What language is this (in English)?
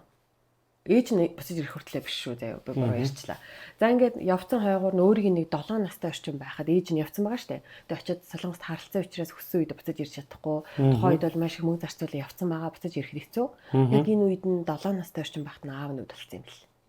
Mongolian